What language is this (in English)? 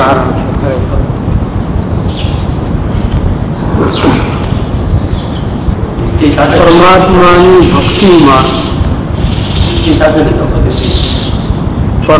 Gujarati